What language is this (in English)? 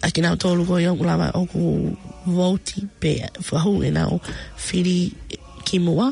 Tongan